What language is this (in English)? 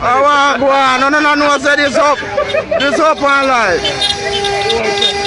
Jamaican Creole English